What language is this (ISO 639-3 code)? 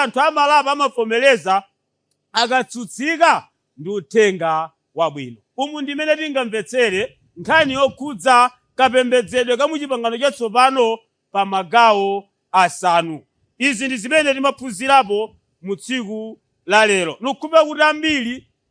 nya